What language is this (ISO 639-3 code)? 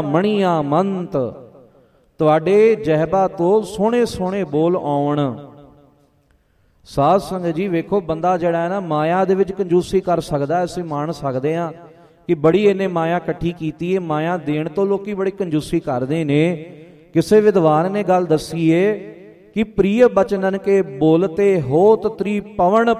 pan